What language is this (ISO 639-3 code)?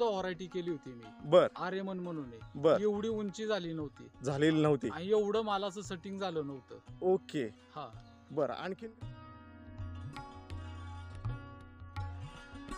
mar